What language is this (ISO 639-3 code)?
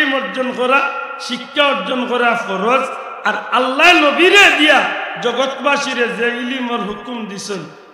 syl